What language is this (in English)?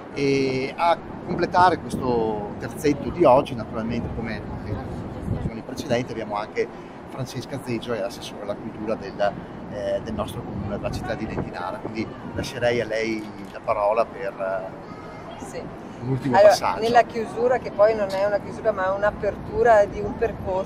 Italian